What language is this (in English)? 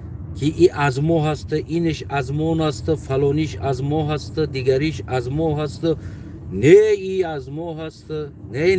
Tajik